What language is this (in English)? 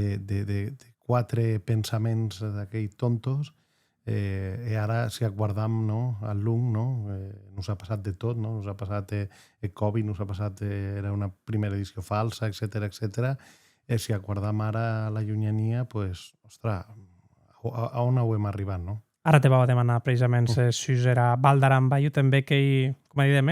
Occitan